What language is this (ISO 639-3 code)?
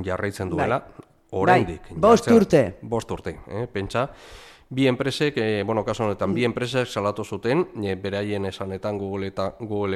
eus